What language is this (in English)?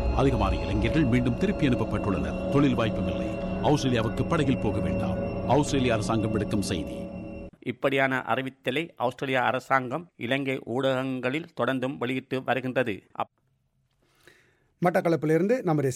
Tamil